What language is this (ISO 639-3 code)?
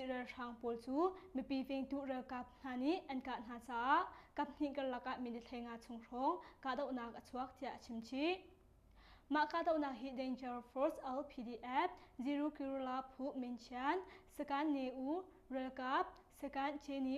cnh